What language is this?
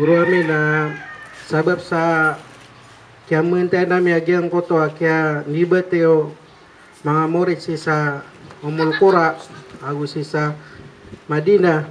Maranao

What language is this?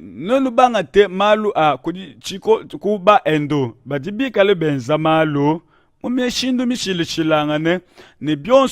Luba-Lulua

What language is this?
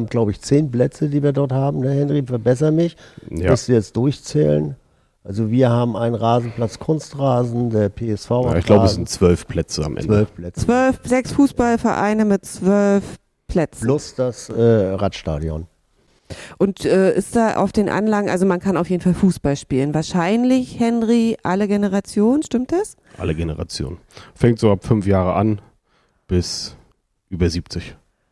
German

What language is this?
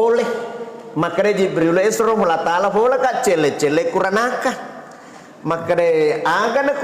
Buginese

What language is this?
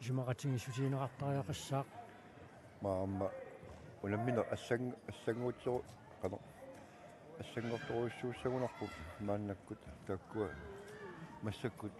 Kalaallisut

